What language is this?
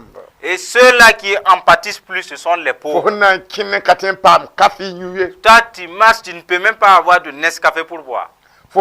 Mossi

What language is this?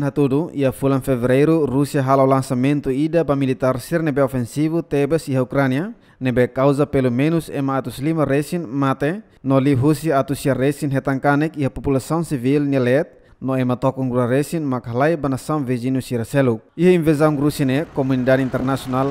Tetum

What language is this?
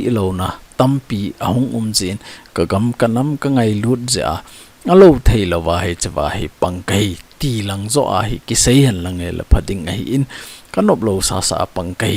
Thado Chin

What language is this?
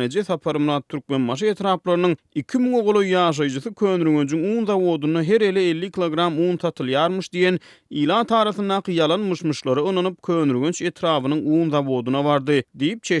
Turkmen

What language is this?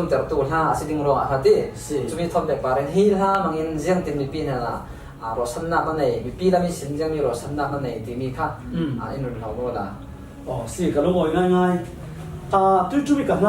Falam Chin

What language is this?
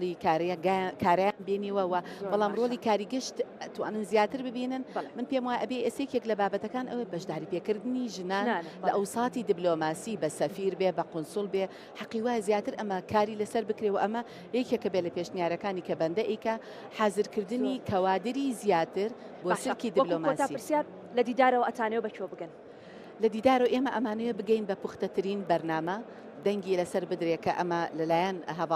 Central Kurdish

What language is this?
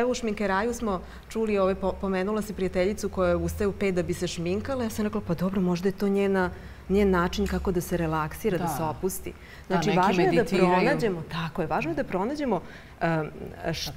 Serbian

